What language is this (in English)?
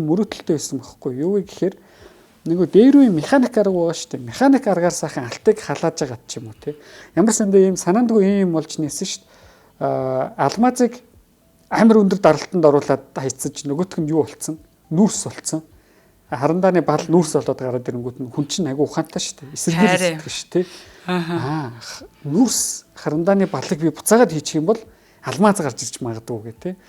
Mongolian